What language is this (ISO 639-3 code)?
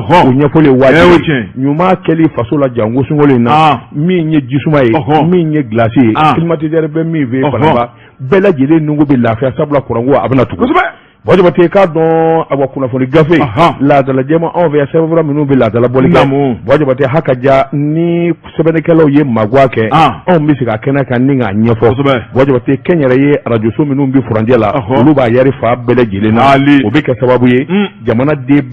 bam